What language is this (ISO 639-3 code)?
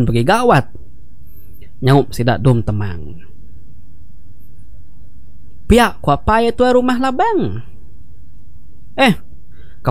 iba